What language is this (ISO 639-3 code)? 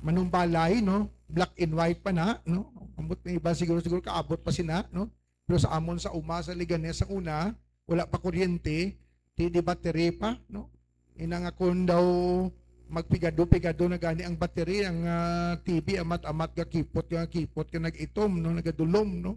hil